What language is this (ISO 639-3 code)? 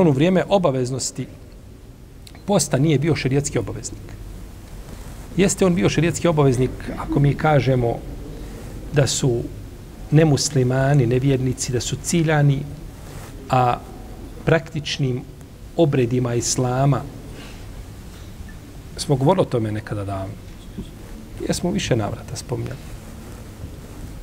bos